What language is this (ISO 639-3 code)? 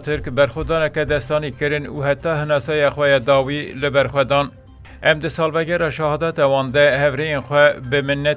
kur